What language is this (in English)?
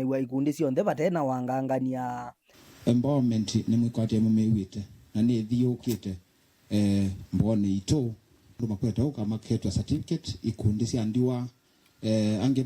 Kamba